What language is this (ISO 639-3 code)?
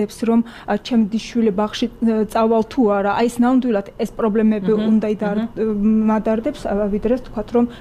kat